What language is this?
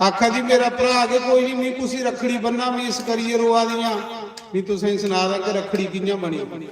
Dogri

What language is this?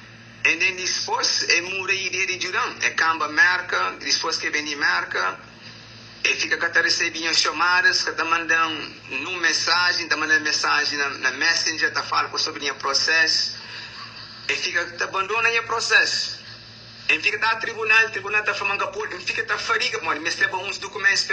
Kabuverdianu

